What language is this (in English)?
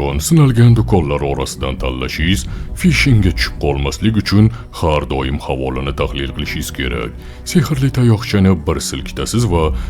Uzbek